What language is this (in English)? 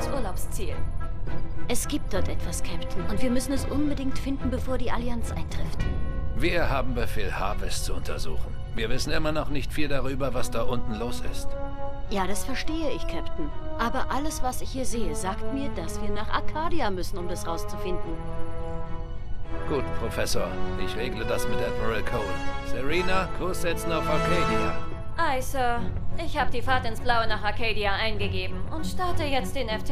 German